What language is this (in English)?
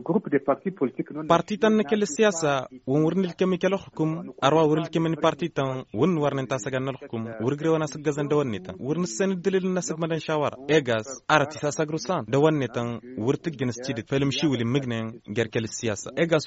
Hausa